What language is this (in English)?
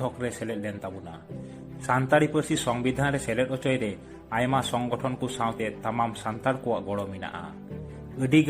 Santali